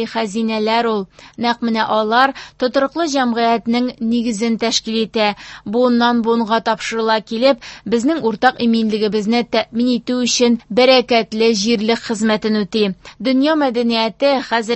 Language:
Tatar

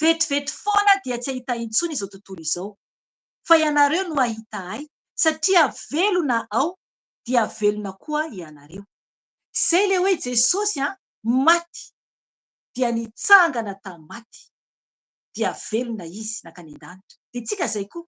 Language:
Malagasy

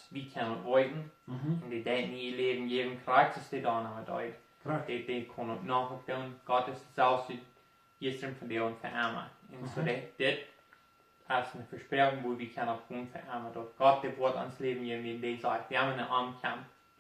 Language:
Plautdietsch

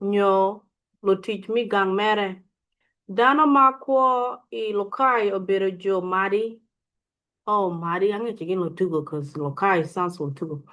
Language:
Acoli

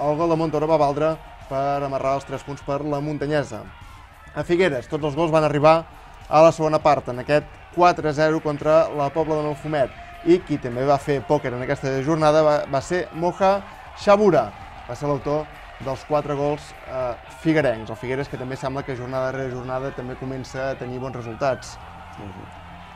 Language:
Catalan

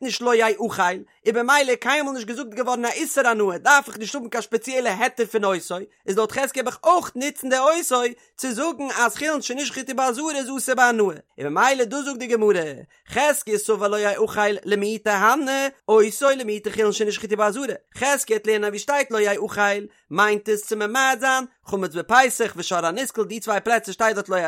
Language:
Yiddish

